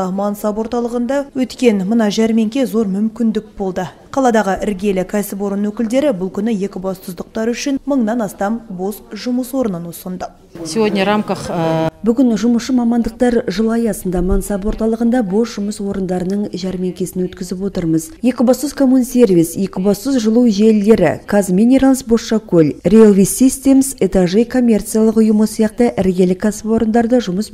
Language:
Kazakh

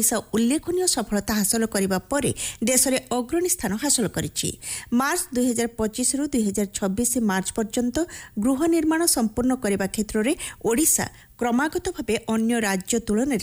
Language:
Odia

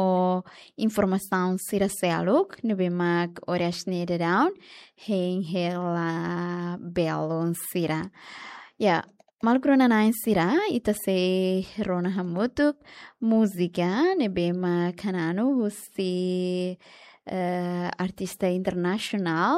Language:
Tetum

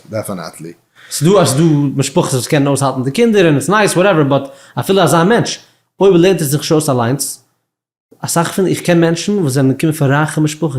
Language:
Yiddish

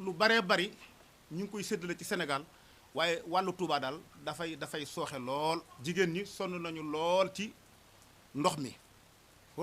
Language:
Wolof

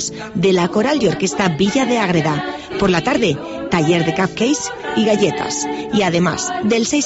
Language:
Spanish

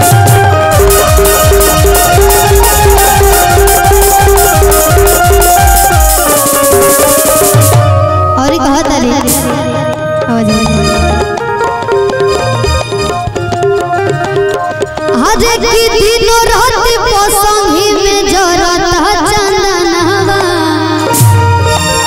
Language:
Bhojpuri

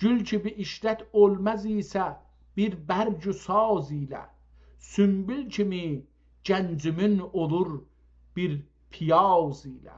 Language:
South Azerbaijani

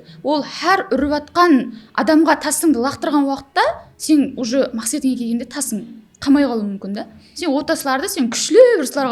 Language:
Kara-Kalpak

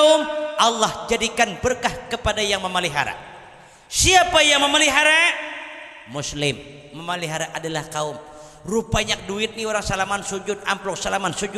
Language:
Banjar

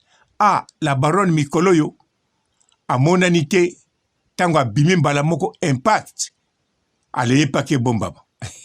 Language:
Lingala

